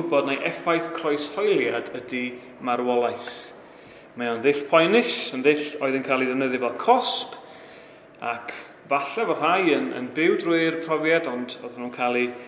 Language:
Welsh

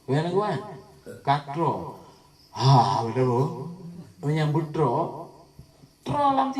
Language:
Achinese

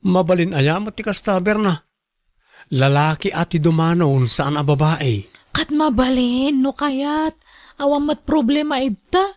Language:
Iloko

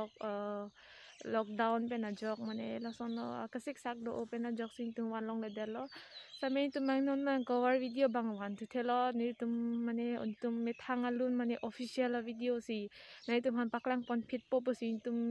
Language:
Karbi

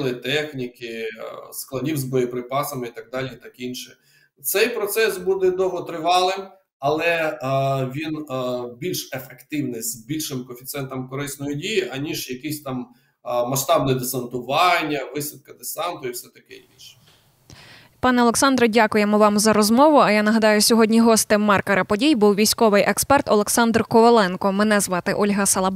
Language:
Ukrainian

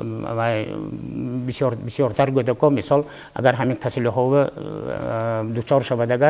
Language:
Tajik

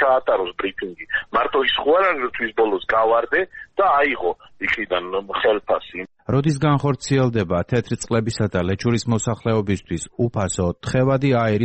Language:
Georgian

